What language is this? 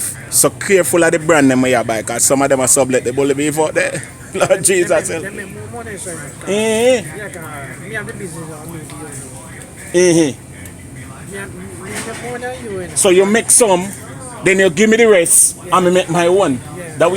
Jamaican Creole English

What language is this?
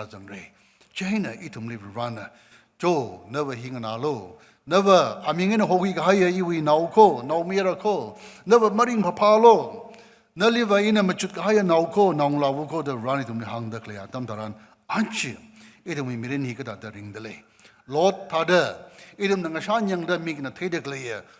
Tangkhul Naga (India)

